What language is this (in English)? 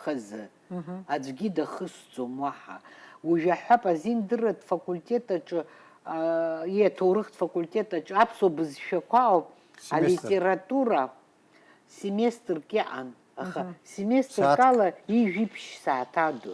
Abkhazian